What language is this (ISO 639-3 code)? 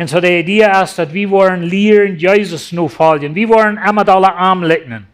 pdt